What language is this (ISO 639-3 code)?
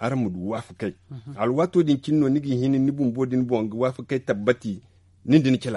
dje